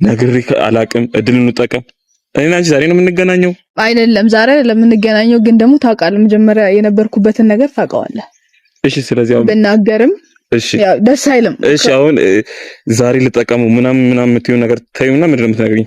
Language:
Amharic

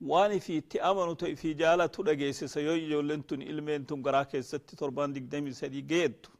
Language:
Oromo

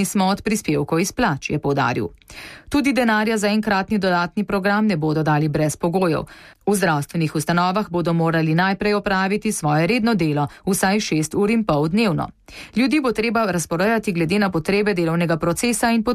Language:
Slovenian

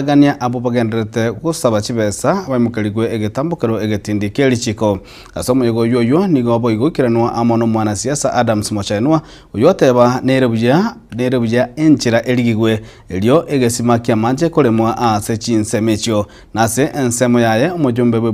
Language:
Gusii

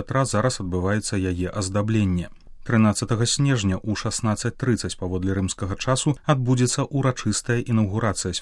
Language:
Belarusian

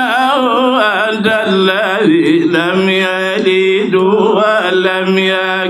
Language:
Fula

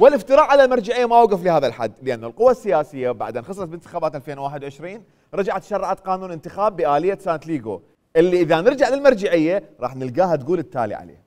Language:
Mesopotamian Arabic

